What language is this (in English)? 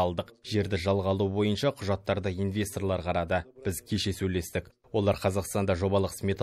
Kazakh